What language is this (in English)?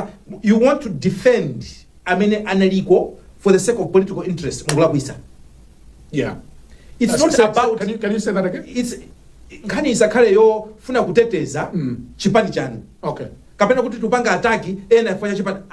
Nyanja